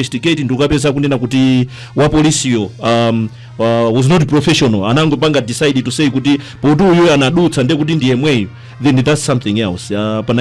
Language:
Nyanja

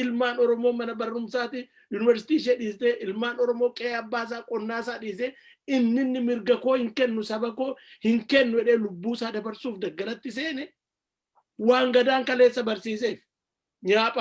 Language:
Oromo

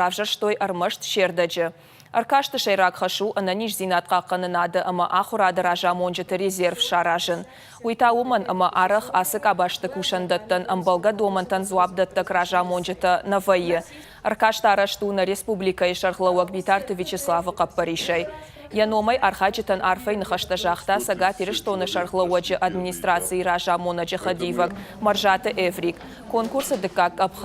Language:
Ossetic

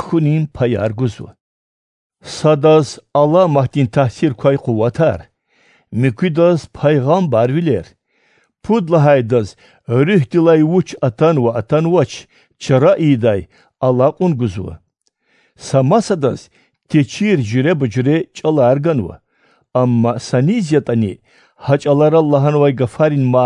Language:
Lezghian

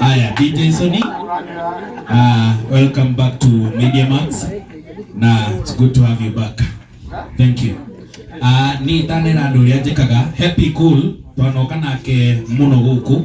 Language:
Kikuyu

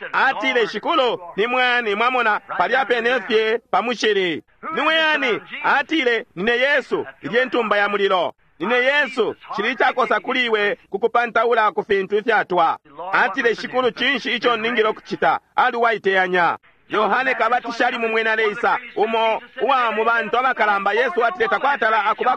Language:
Bemba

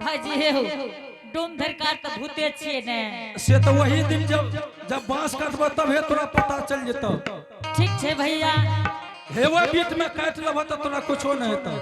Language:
Angika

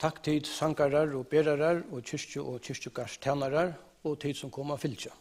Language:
Faroese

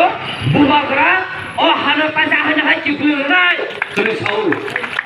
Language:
Kok Borok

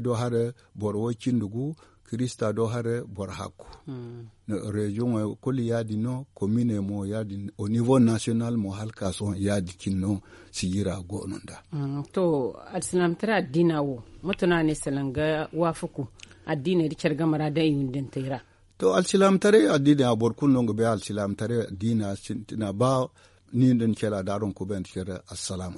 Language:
Zarma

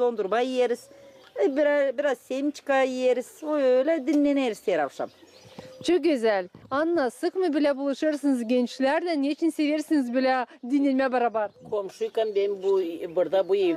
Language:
Gagauz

